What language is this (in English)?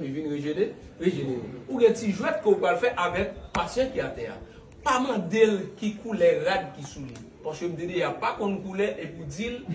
Haitian Creole